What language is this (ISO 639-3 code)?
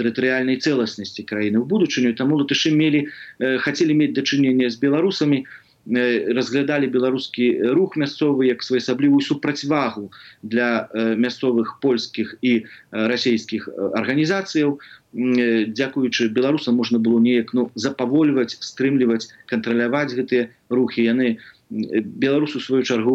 bel